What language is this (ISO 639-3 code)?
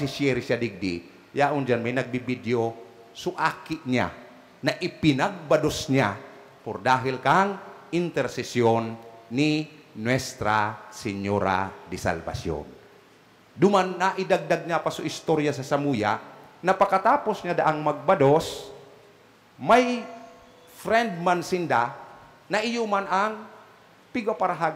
bik